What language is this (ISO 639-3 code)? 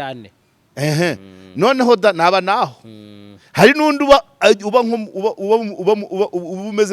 kin